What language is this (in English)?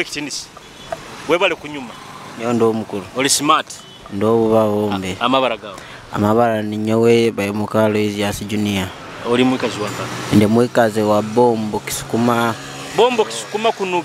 Nyoro